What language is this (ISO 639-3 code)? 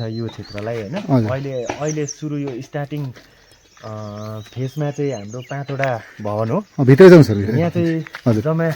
nep